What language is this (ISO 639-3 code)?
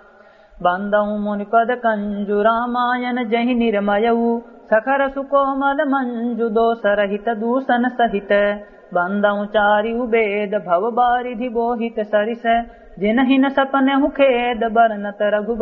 awa